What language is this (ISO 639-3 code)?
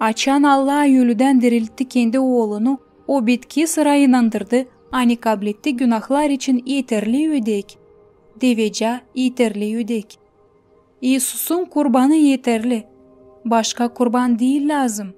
gag